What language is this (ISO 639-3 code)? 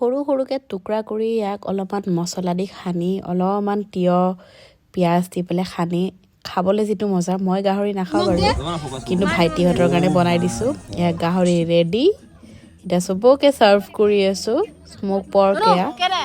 asm